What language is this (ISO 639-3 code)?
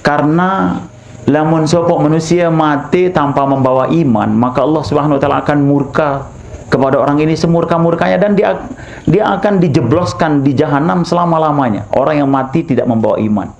sas